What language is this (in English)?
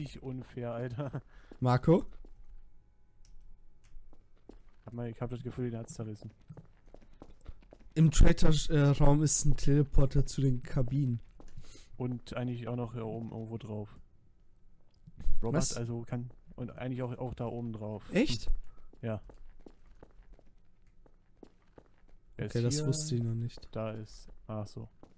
German